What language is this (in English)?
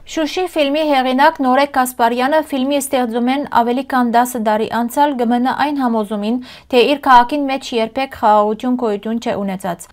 Western Armenian